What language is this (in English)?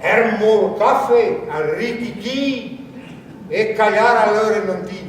Breton